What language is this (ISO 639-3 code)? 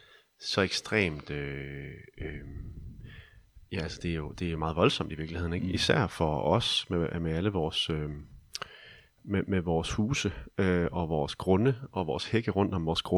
dan